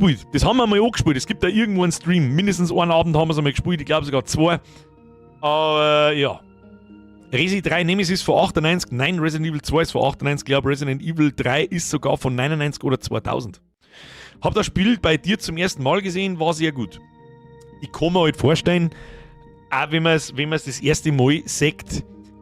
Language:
Bavarian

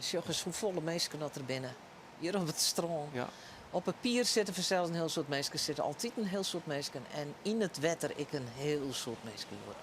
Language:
Western Frisian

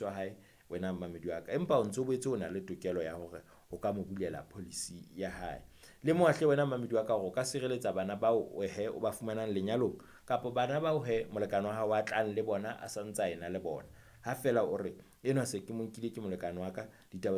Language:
Southern Sotho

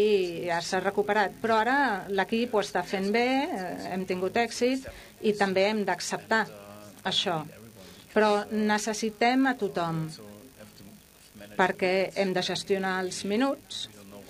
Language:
Catalan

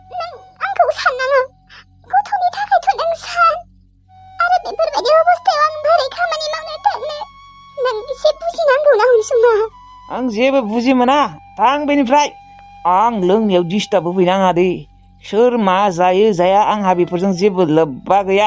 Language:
Bodo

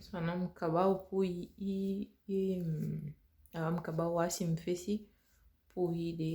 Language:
Saramaccan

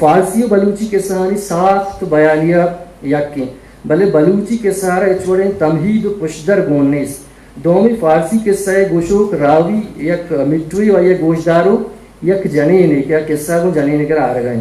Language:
Eastern Balochi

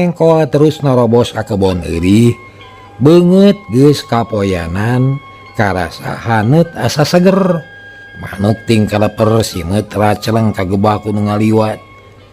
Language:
Sundanese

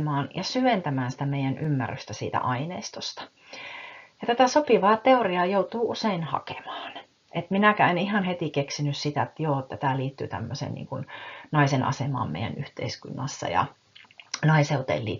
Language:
Finnish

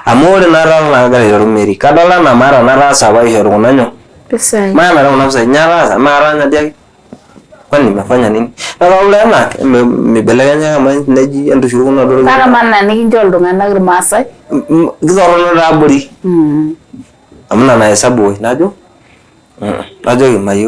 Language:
Masai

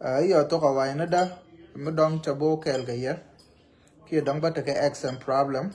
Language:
Nuer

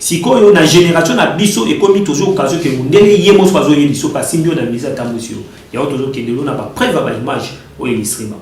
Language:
Lingala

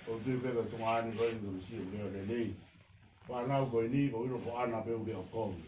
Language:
Tongan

